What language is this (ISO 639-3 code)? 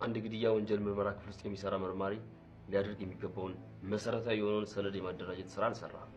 amh